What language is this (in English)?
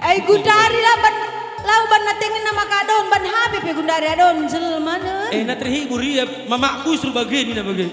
Batak Karo